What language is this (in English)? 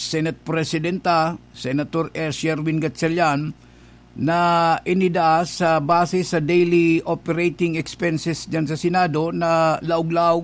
Bikol